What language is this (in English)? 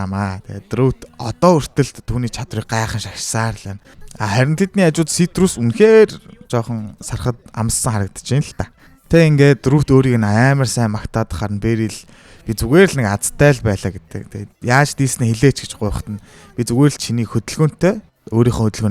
Mongolian